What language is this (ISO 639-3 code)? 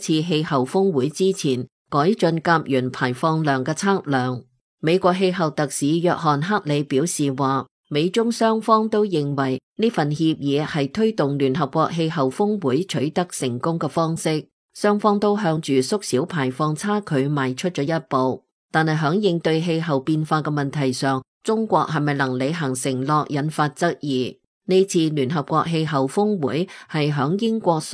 yue